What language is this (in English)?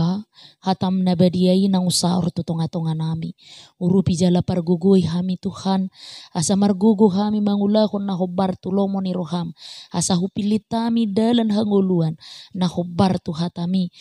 Batak Toba